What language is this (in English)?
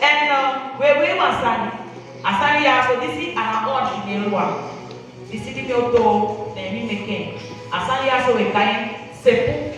Saramaccan